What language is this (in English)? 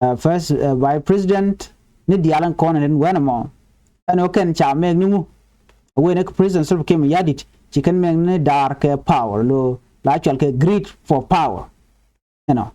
Nuer